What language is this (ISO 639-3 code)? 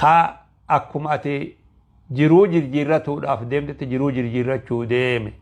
orm